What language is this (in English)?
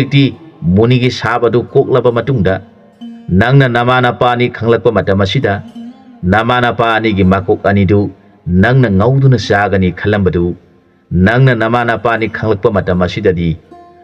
Manipuri